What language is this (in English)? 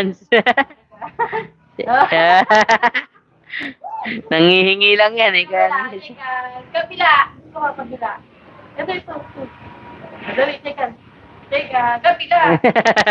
Filipino